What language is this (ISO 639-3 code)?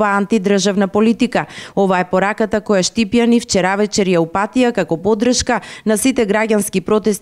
mkd